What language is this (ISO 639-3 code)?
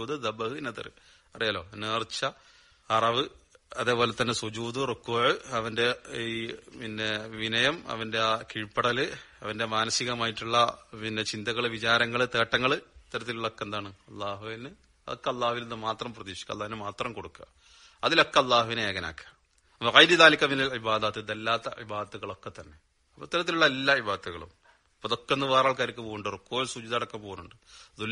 mal